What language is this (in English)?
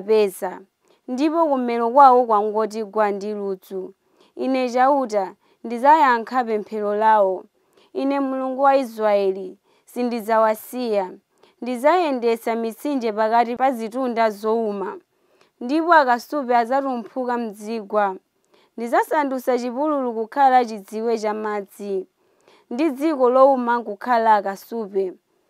Nyanja